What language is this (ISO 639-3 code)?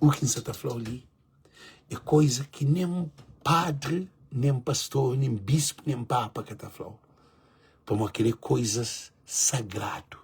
kea